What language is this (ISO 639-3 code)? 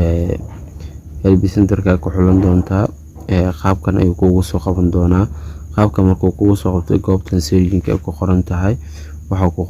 som